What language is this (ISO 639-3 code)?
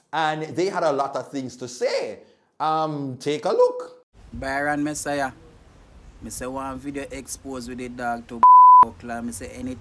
jam